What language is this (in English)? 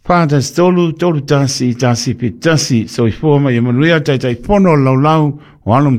Samoan